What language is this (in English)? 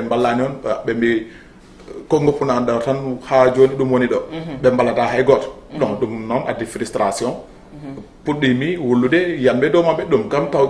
Fula